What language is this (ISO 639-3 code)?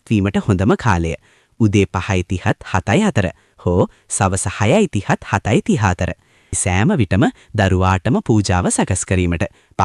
sin